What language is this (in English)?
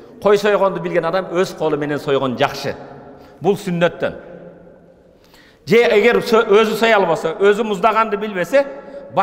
Kyrgyz